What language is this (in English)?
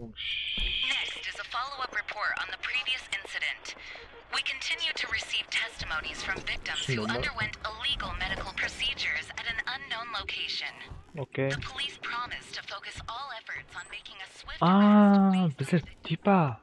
Kara-Kalpak